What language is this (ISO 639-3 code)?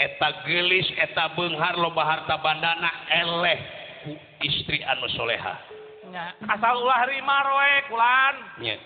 sun